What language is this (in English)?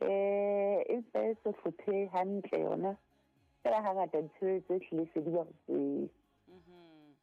Southern Sotho